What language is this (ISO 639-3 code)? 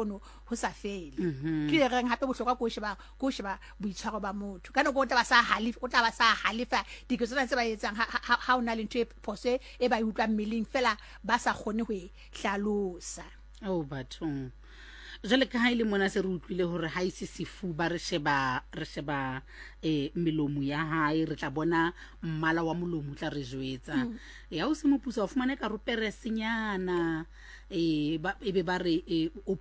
sot